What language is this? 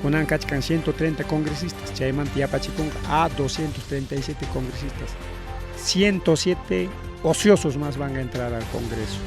Ayacucho Quechua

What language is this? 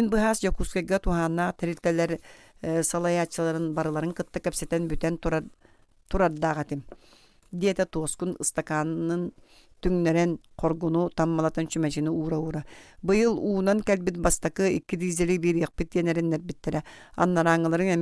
Yakut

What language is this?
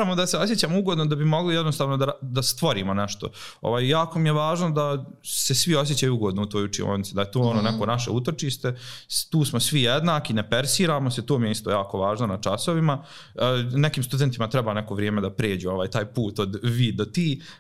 Serbian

